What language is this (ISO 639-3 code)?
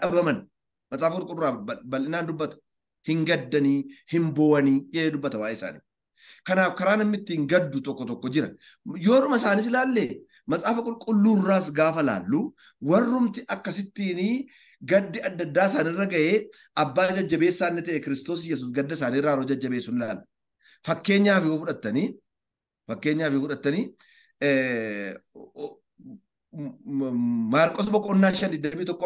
orm